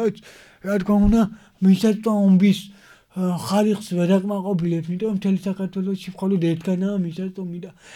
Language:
Georgian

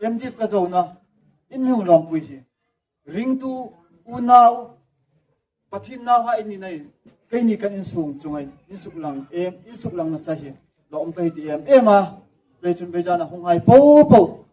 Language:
Hmar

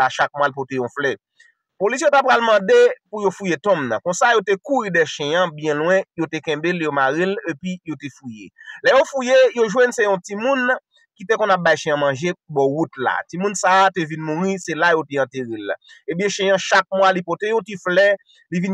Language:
Haitian Creole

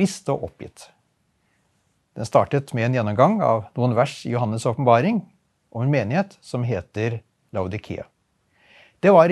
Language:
Norwegian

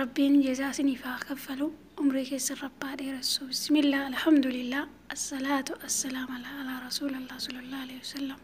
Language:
Oromo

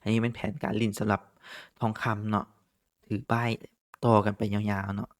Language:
Lao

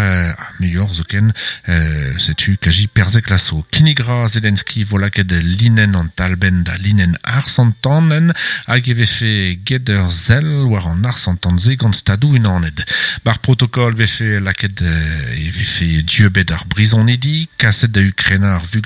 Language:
Breton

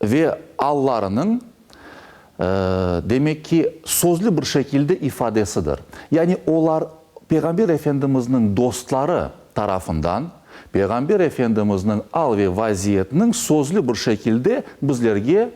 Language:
Crimean Tatar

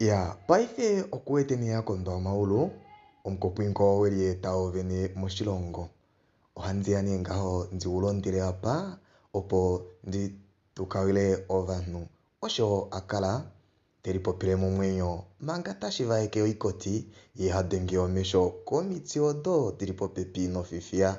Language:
Kuanyama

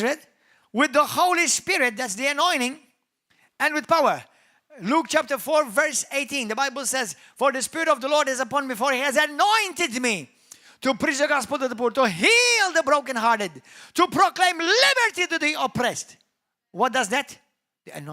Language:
English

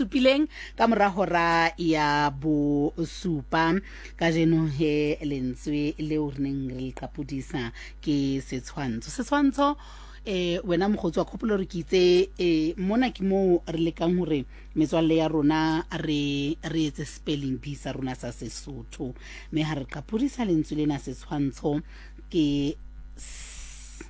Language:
Southern Sotho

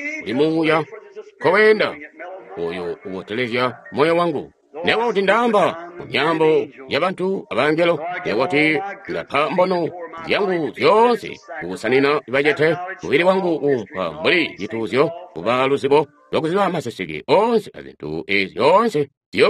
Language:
Tonga (Zambia)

